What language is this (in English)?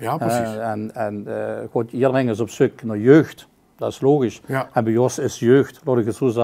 Limburgish